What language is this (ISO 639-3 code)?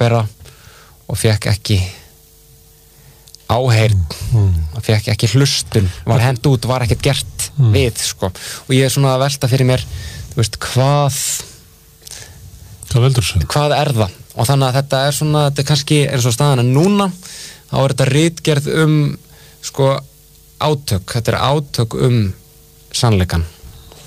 isl